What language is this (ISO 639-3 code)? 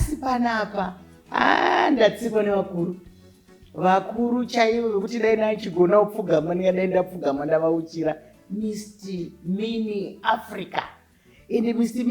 sna